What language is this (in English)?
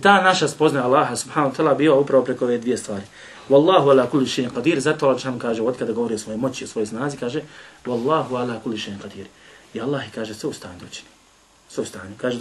Bosnian